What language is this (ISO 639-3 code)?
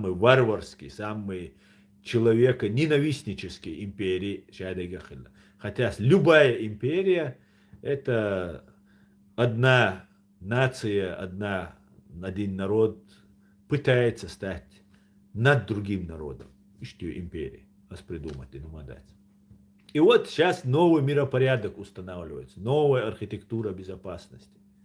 che